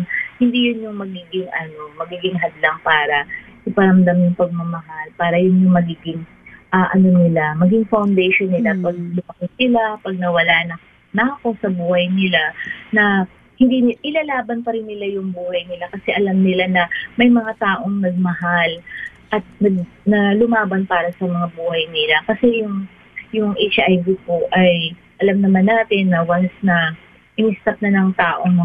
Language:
Filipino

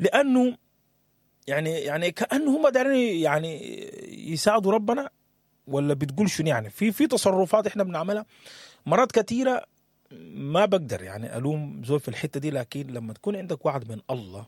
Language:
Sudanese Arabic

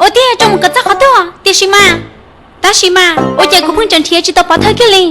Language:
Hmong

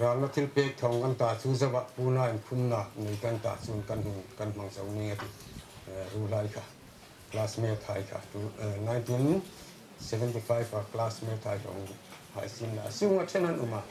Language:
Hmar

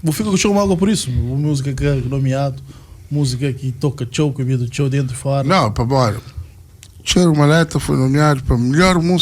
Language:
Kabuverdianu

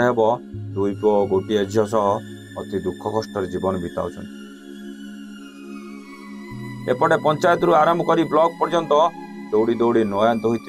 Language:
Odia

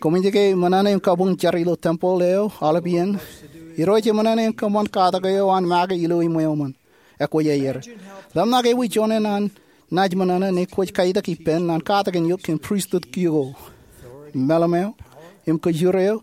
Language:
Marshallese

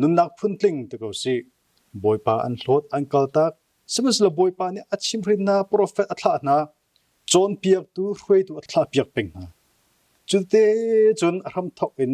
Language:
Hakha Chin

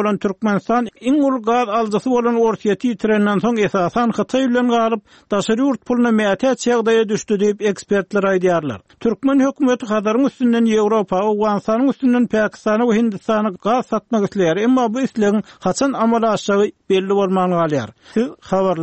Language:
Turkmen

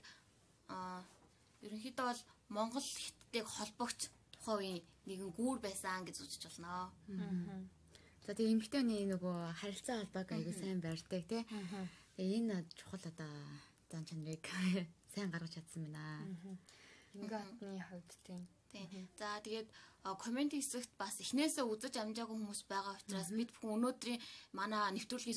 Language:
Mongolian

